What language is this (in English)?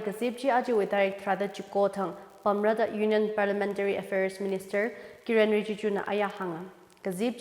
Tangkhul Naga (India)